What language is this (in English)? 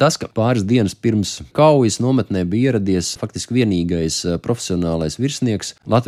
Latvian